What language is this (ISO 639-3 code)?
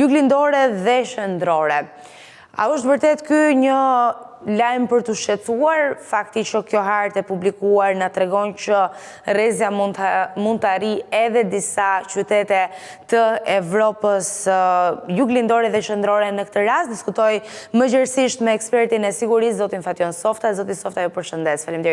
sqi